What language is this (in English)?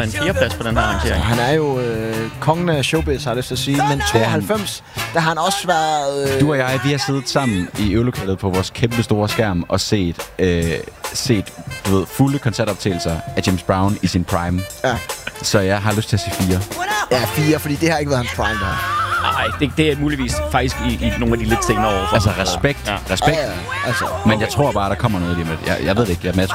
Danish